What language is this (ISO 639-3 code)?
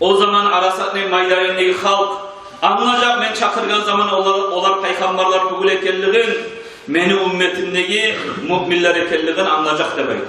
kum